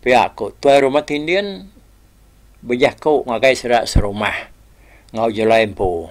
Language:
Iban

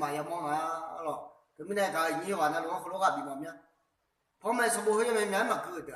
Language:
Akha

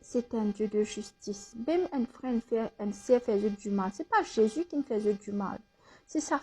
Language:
Morisyen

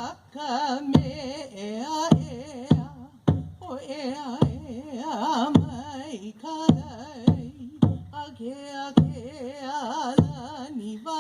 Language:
Hawaiian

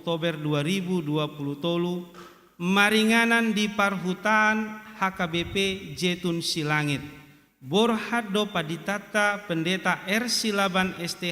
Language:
Batak Toba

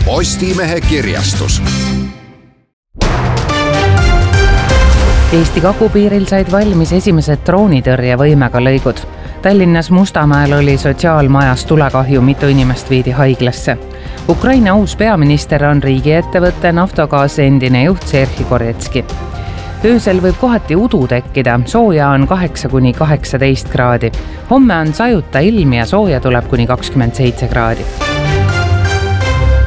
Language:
Estonian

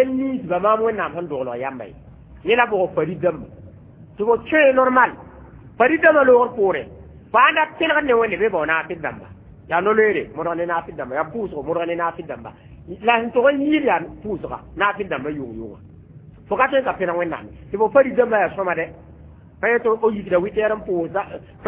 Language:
Mossi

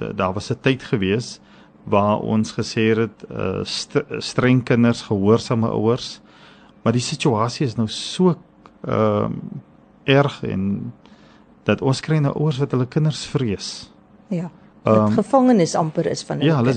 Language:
Afrikaans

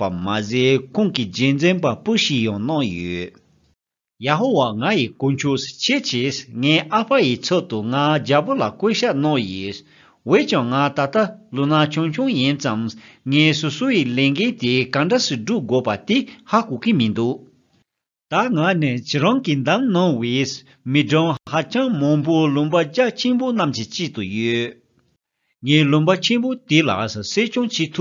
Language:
Tibetan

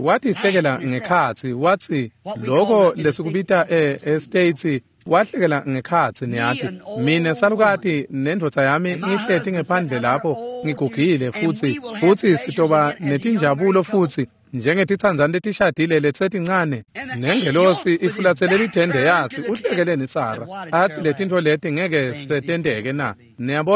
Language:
Swati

